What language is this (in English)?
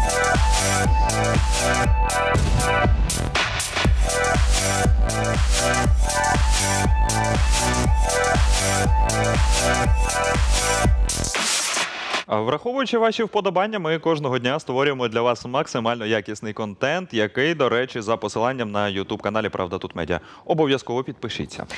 Ukrainian